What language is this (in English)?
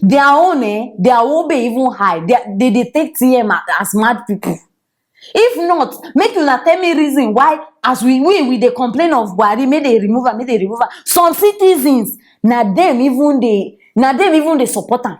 Nigerian Pidgin